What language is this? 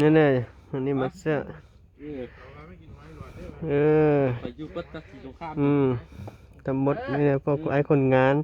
Lao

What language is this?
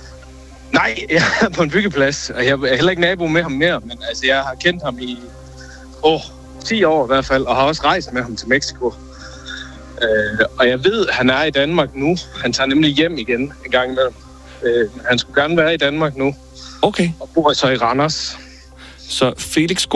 Danish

